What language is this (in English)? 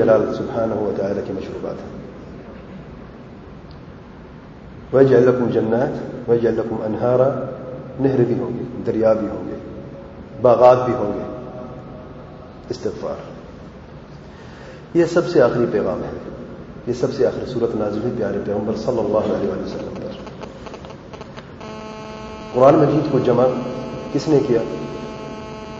Urdu